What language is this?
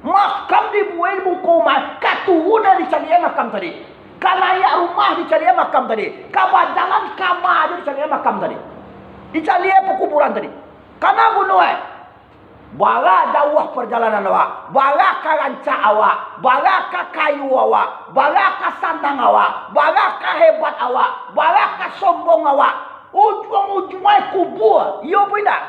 Minangkabau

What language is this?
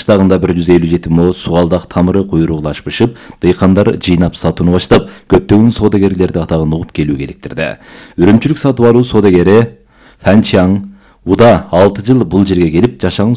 Kyrgyz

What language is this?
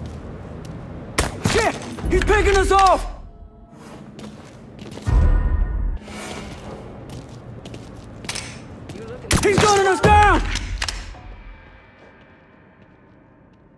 English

